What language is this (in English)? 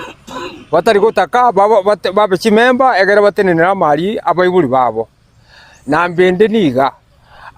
Gusii